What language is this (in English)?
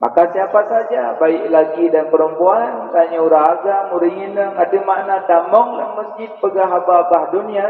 Achinese